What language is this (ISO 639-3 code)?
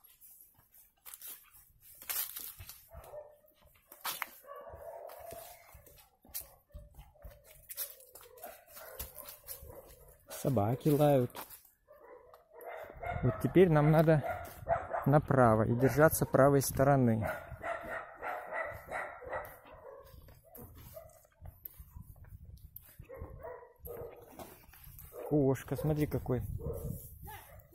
rus